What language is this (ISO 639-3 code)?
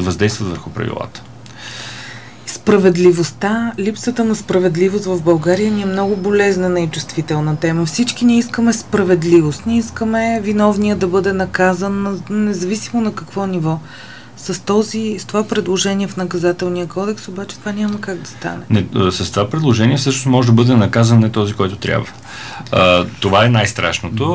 bul